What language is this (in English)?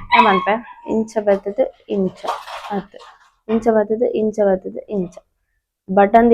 Tulu